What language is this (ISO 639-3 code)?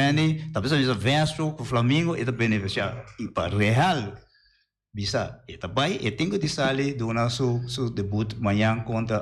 pap